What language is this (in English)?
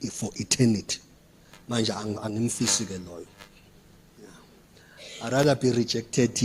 Zulu